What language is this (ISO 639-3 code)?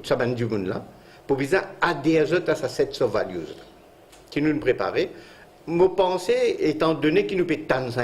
mfe